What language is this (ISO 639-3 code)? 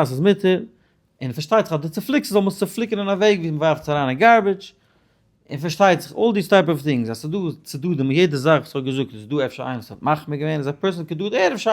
yid